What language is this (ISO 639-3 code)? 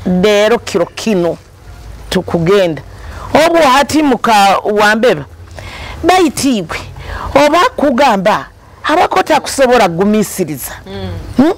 nyo